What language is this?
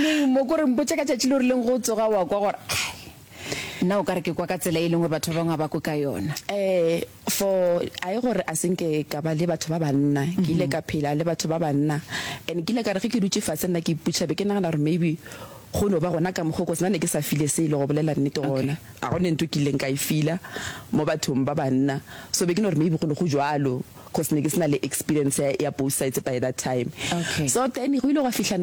Northern Sotho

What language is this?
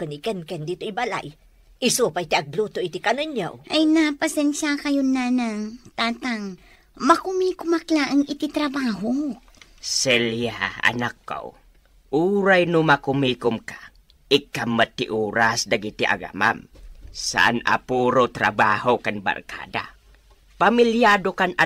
Iloko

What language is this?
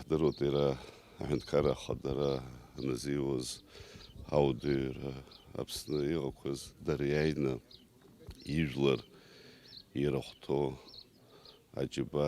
Abkhazian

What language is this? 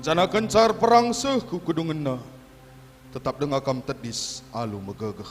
Batak Karo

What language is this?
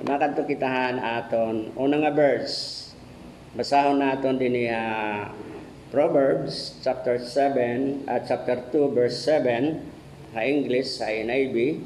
Waray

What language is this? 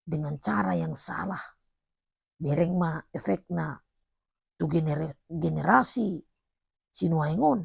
Batak Toba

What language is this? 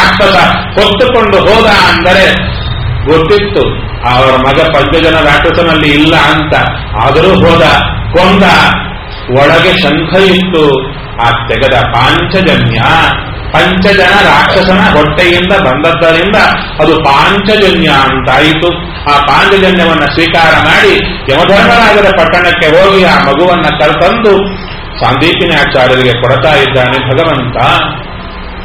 Kannada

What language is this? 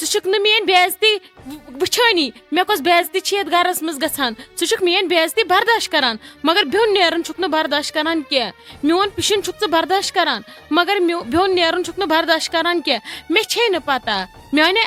Kashmiri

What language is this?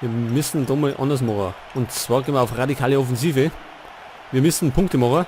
Bavarian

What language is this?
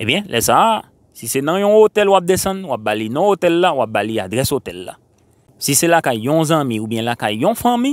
Haitian Creole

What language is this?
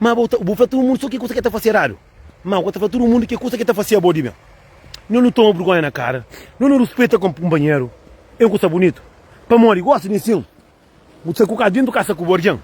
Kabuverdianu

